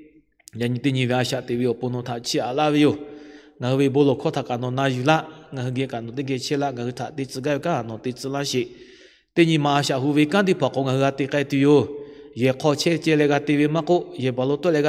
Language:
Lahu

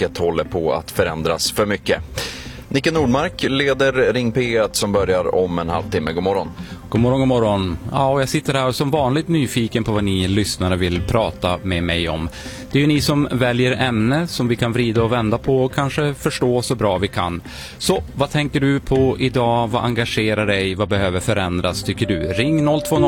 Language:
Swedish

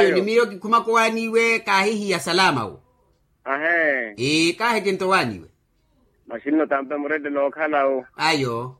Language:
Makhuwa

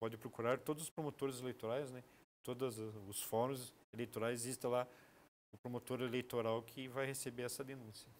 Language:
Portuguese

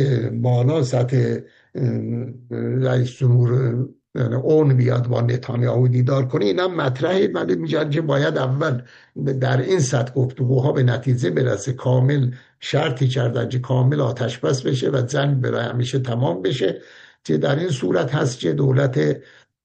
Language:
Persian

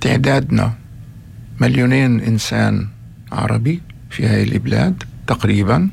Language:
North Levantine Arabic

